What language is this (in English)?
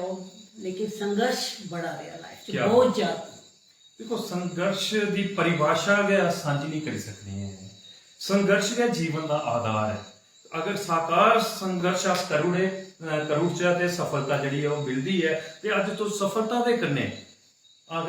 Dogri